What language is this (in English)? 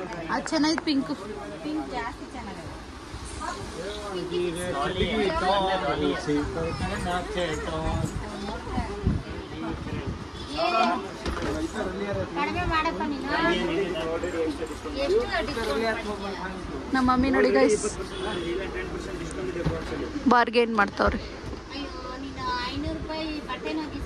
Kannada